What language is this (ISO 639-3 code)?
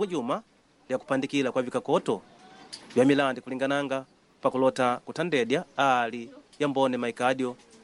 kde